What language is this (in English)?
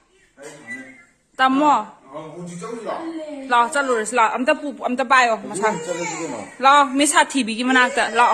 Manipuri